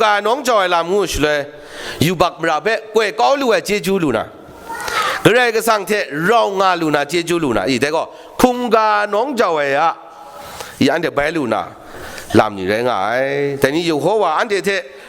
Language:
Kachin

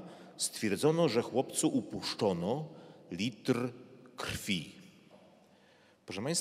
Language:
Polish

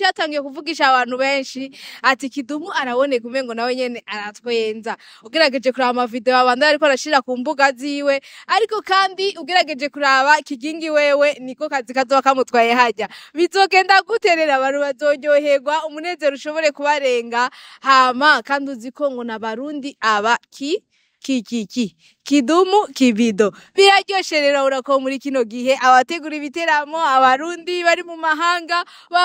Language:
Rundi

